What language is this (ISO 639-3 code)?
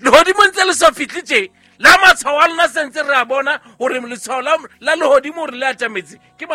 sot